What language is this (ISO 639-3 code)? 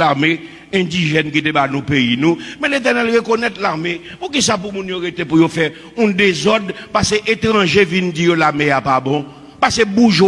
hat